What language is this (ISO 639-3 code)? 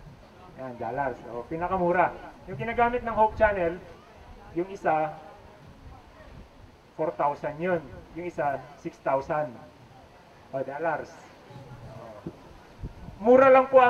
fil